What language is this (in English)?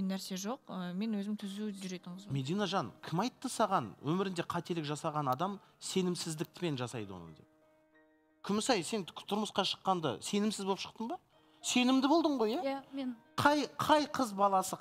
Kazakh